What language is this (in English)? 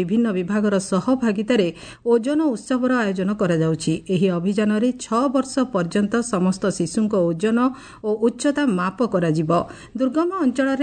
Odia